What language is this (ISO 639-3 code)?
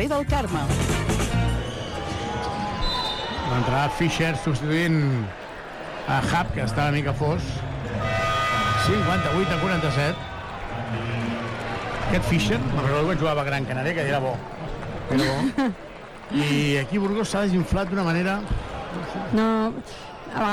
cat